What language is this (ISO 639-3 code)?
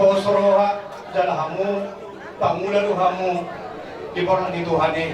bbc